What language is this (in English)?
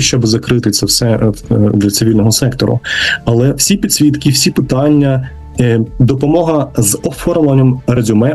Ukrainian